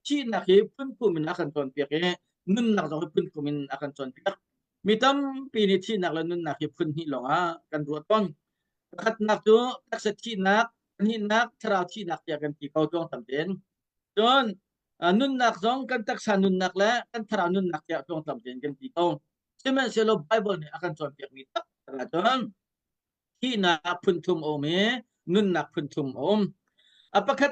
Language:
Hakha Chin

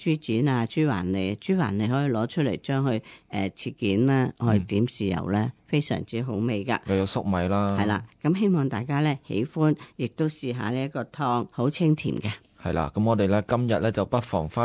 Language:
Cantonese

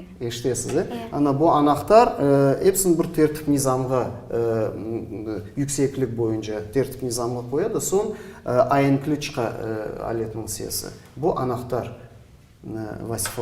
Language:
Crimean Tatar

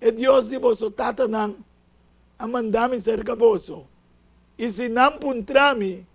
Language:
Papiamento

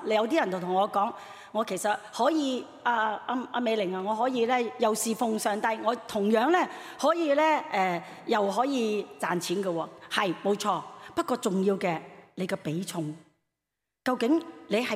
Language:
Cantonese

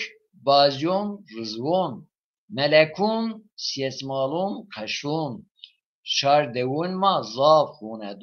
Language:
Zaza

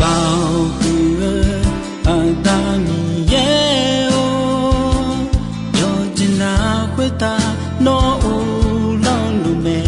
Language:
Akha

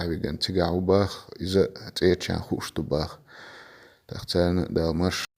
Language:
Chechen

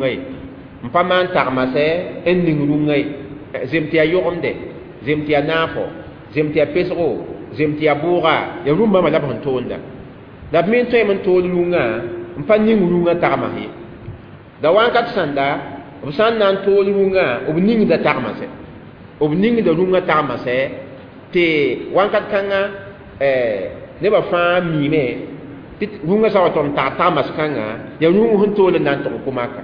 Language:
Mossi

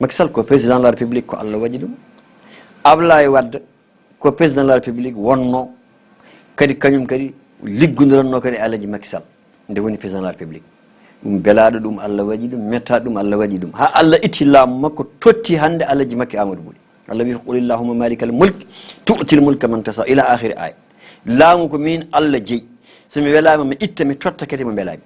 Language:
Fula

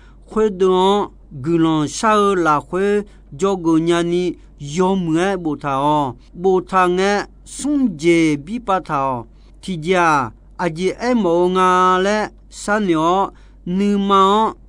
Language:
Akha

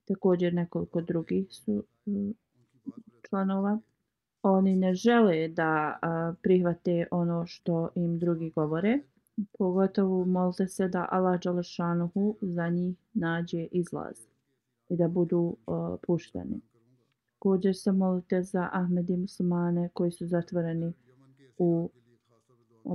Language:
Bosnian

